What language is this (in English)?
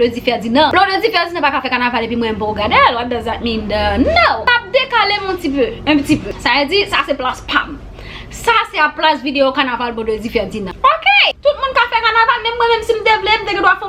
Haitian Creole